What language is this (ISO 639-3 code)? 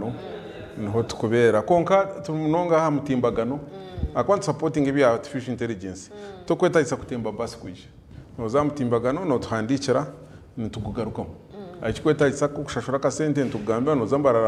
nyn